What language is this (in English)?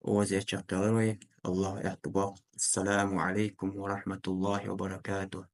Ingush